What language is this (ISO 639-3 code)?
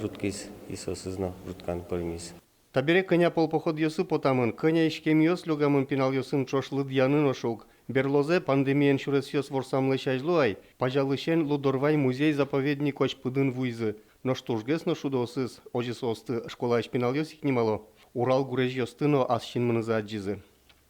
udm